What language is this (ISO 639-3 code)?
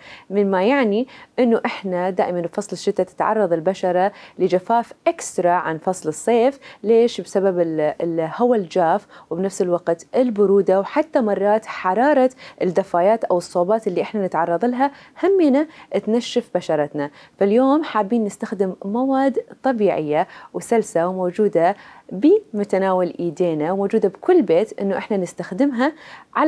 acm